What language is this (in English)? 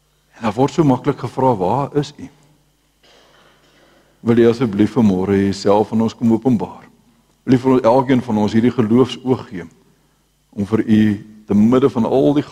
Afrikaans